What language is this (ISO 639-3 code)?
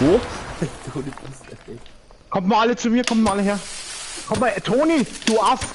bar